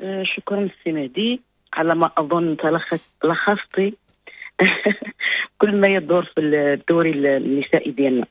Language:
Moroccan Arabic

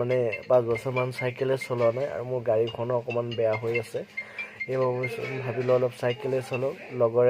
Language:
Assamese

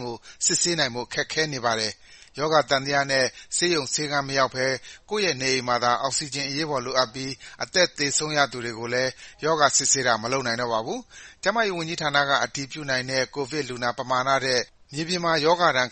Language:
Burmese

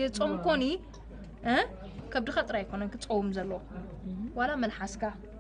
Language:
Tigrinya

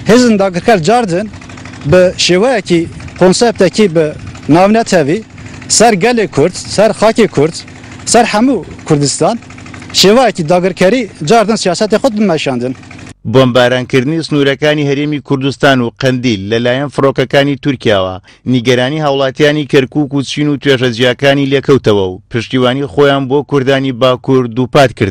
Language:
Central Kurdish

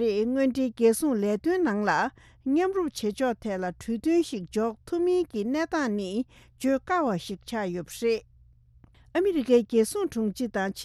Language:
Tibetan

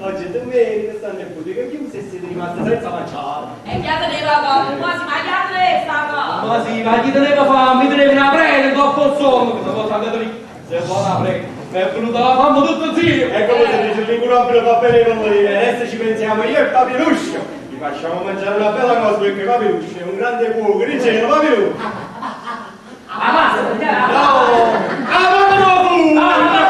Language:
Neapolitan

